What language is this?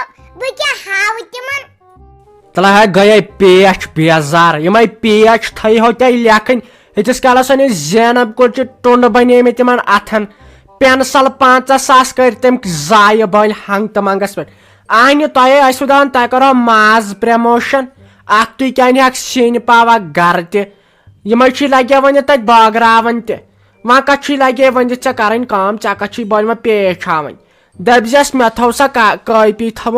Kashmiri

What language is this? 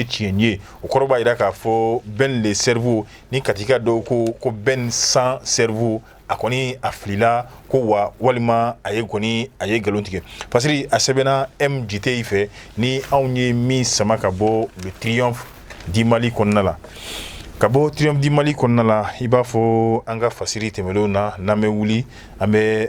Bambara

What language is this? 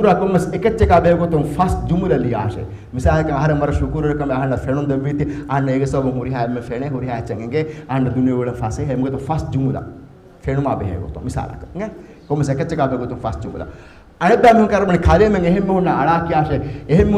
Divehi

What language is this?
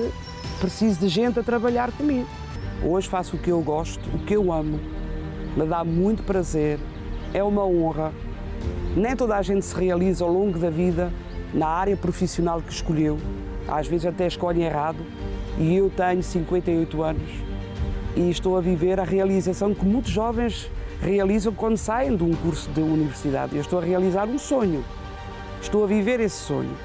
Portuguese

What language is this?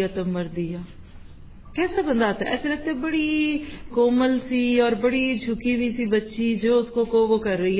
Urdu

